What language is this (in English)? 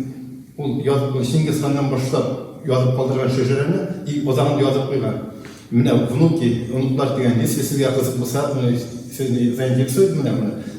Bashkir